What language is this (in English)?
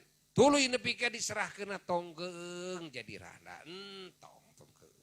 Sundanese